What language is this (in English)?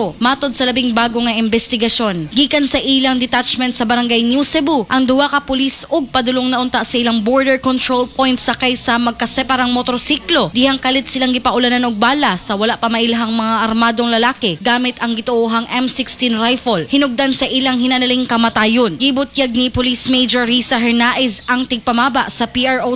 Cebuano